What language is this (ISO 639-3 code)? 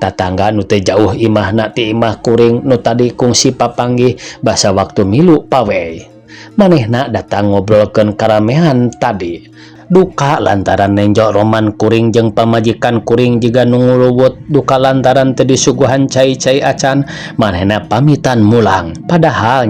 sun